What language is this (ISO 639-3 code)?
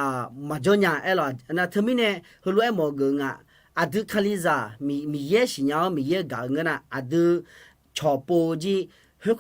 ahk